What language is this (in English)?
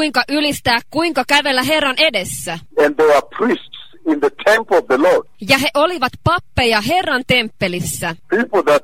Finnish